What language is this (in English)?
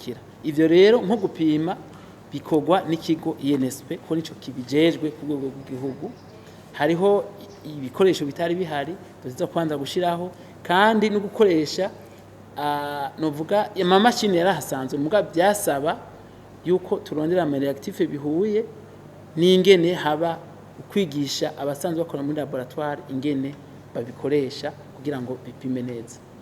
Rundi